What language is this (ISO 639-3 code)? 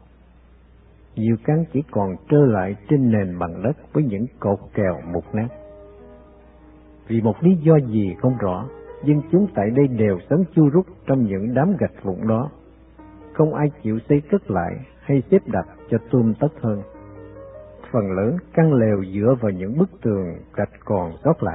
vie